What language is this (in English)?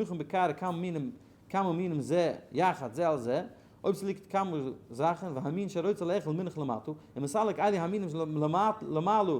Yiddish